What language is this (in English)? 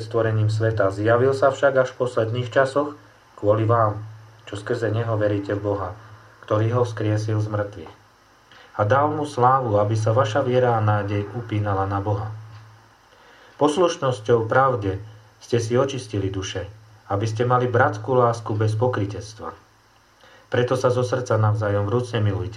Slovak